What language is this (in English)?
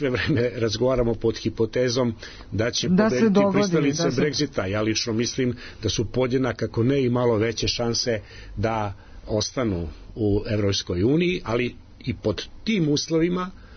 Serbian